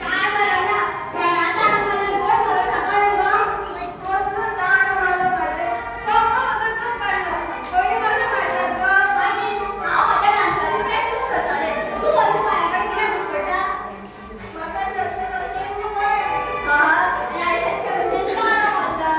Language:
Konkani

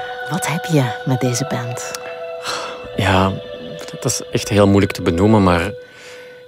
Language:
Dutch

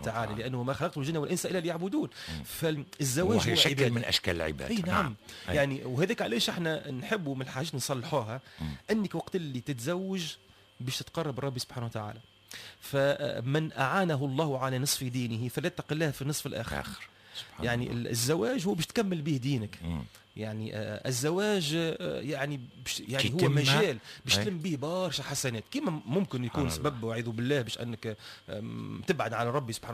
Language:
Tunisian Arabic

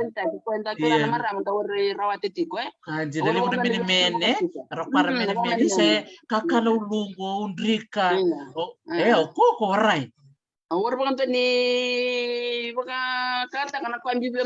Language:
Fijian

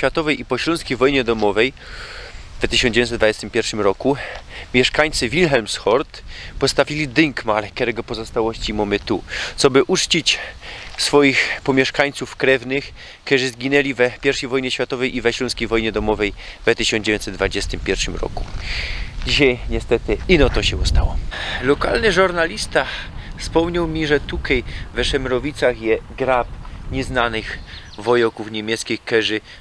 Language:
Silesian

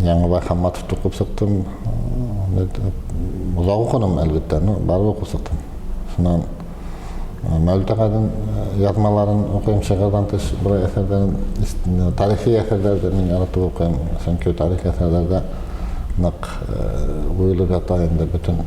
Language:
Bashkir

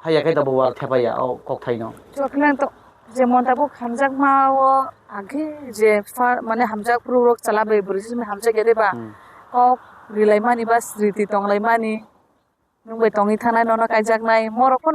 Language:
Kok Borok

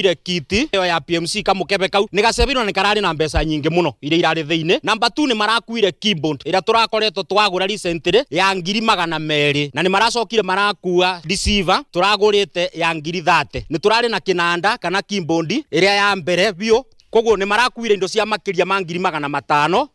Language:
Kikuyu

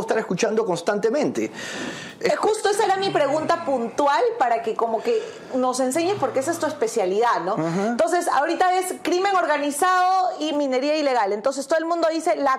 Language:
Spanish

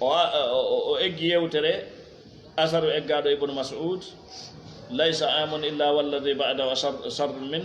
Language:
Fula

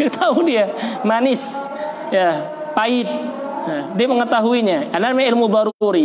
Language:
Indonesian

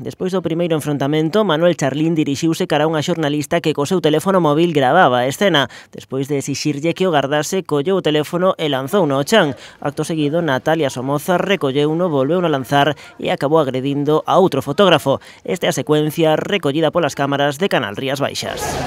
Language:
Galician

